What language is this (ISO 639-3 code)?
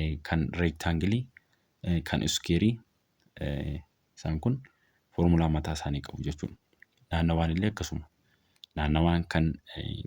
orm